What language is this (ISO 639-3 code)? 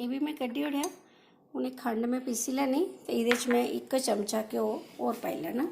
doi